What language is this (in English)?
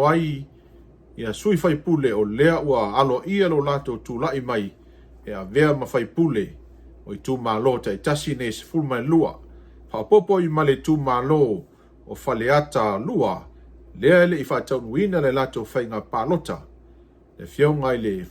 Samoan